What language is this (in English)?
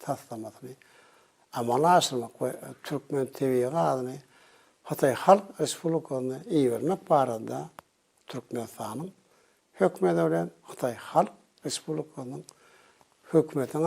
Turkmen